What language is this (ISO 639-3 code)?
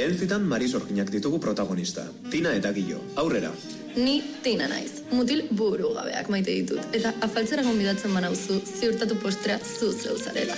eus